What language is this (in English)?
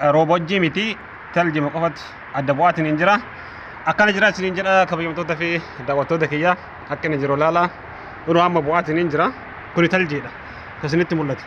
Oromo